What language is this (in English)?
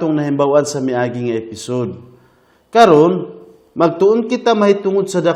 Cebuano